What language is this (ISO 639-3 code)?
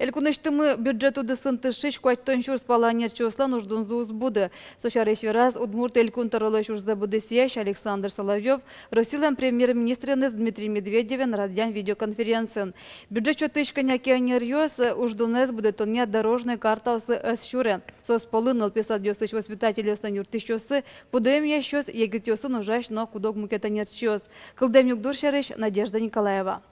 udm